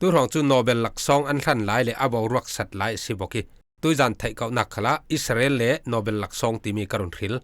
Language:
Falam Chin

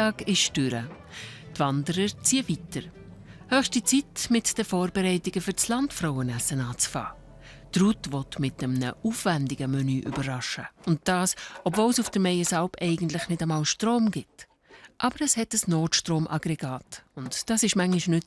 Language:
Swiss German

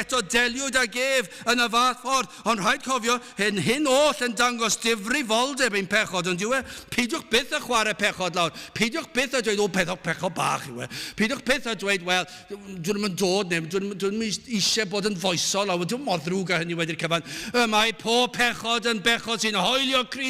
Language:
Welsh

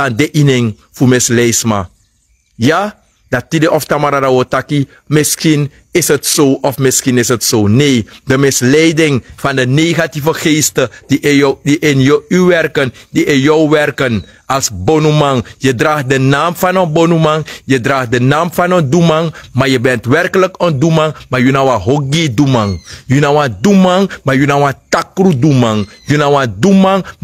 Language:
Sranan Tongo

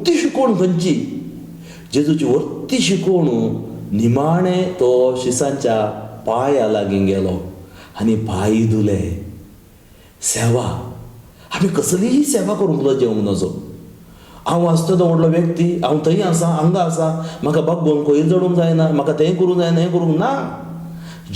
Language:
Konkani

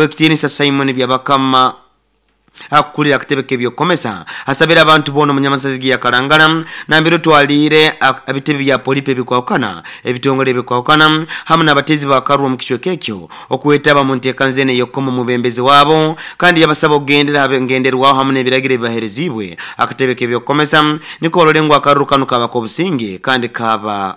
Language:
Nyoro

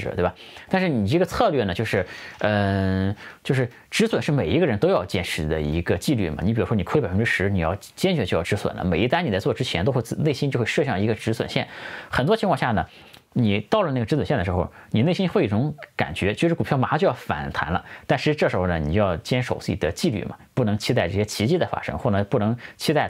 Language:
Chinese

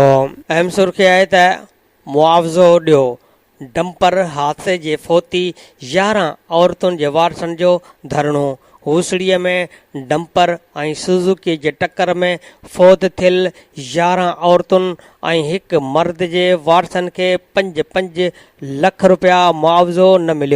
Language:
Sindhi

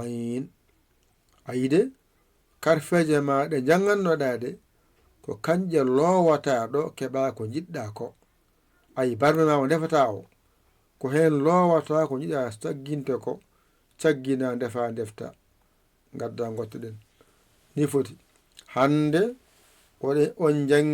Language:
Fula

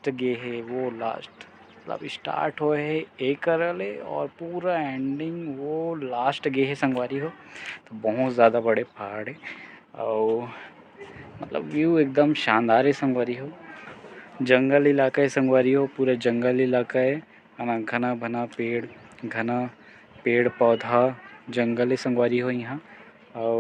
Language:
Chhattisgarhi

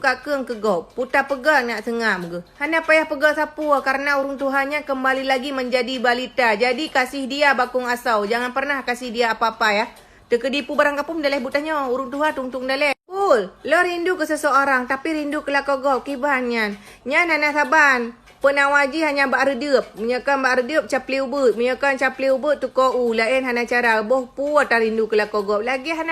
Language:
Achinese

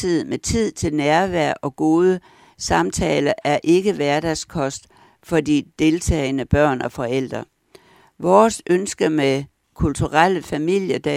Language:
Danish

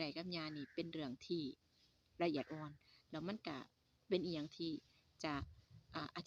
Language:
Northeastern Thai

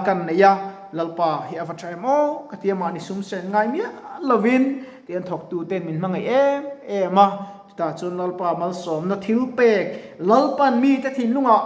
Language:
Mizo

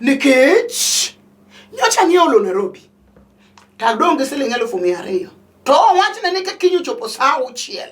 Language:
Luo (Kenya and Tanzania)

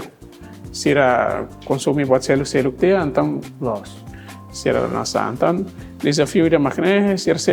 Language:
Tetum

